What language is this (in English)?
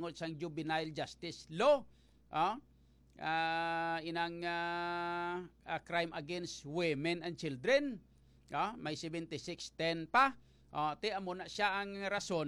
Hiligaynon